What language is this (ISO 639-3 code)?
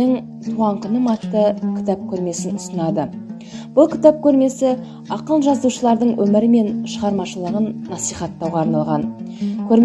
kaz